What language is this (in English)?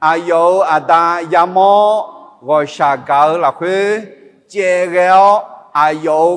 Akha